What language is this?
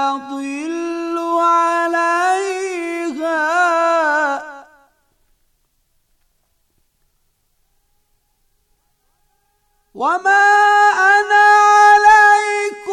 Bosnian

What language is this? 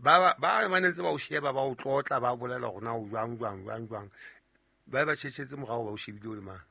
Southern Sotho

